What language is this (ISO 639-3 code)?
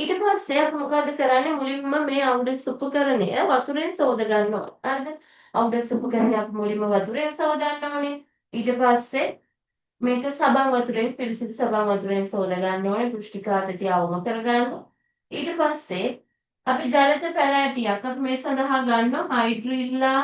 sin